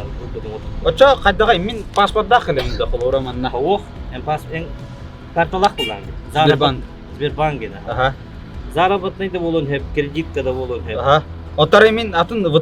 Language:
Yakut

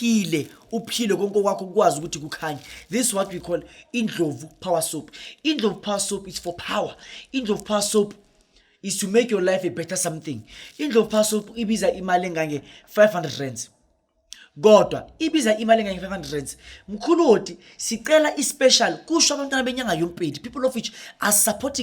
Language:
Zulu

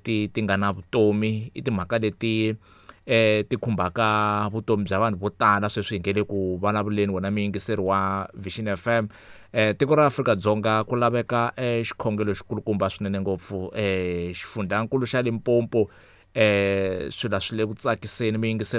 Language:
Tsonga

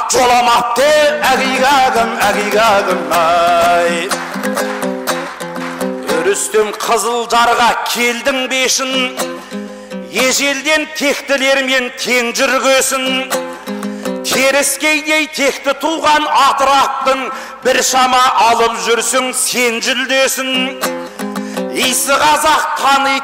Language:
Kazakh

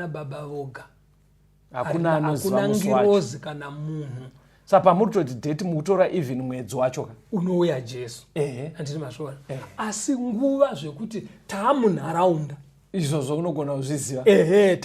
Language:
Shona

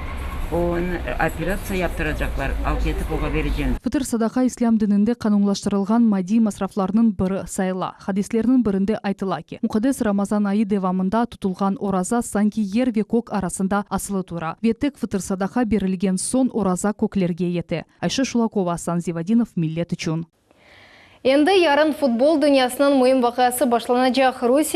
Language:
Crimean Tatar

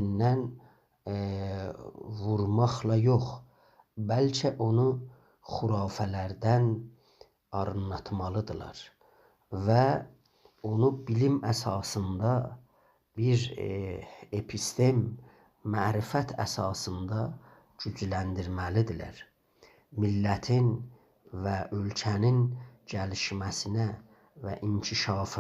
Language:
South Azerbaijani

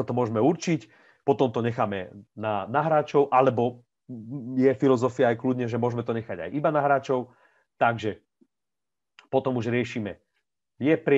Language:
Slovak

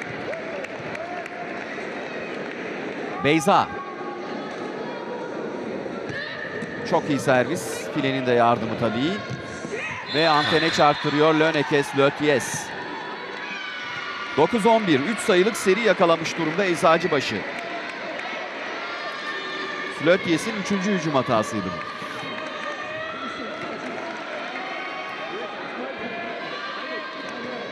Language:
Turkish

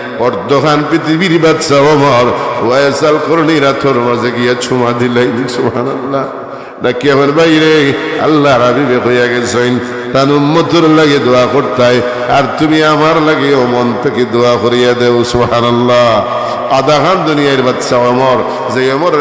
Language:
Sylheti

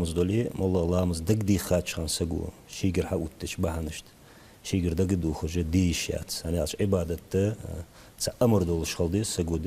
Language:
Ingush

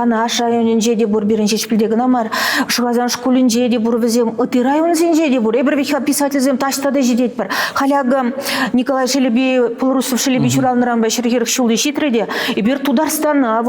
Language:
Chuvash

